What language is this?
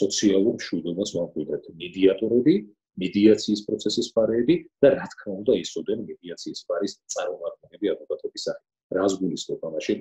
Georgian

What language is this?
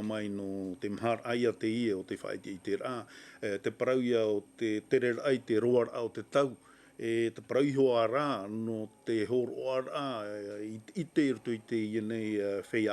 Tahitian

